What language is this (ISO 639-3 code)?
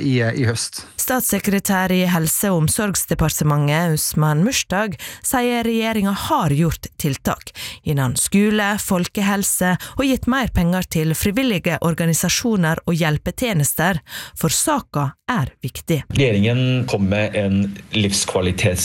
nor